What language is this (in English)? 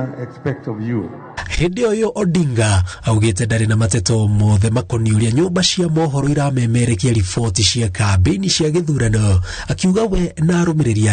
Kikuyu